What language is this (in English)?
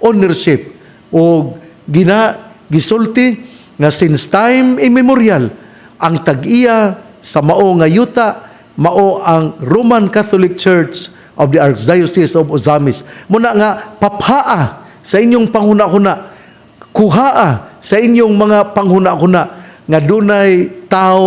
Cebuano